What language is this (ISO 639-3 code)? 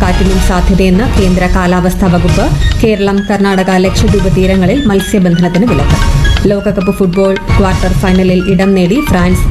mal